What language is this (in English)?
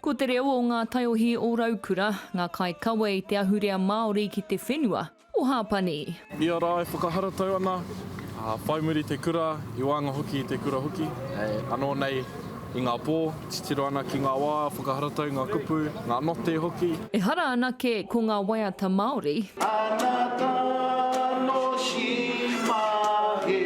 Māori